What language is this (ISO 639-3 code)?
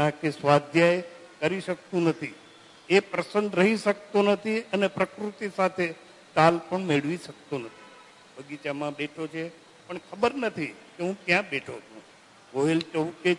guj